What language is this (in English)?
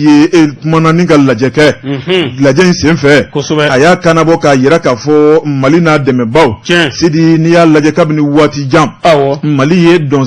Bambara